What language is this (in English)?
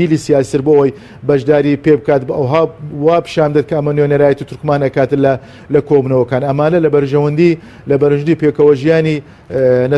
Central Kurdish